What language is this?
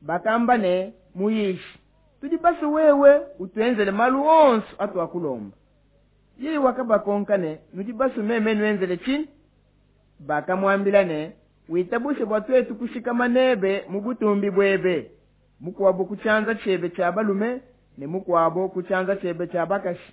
Luba-Lulua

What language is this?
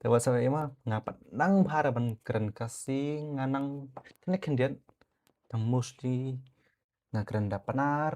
Khasi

